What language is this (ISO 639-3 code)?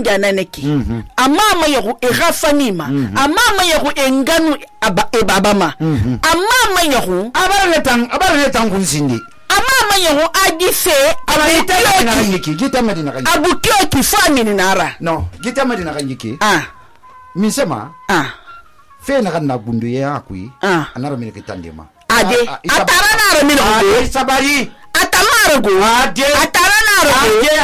sus